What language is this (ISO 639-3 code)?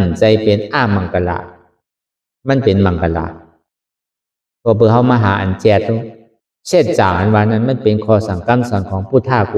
shn